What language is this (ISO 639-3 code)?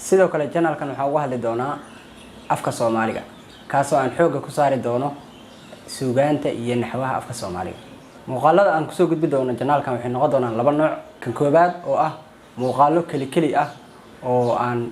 som